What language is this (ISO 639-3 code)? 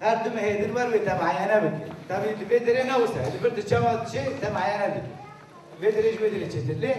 kur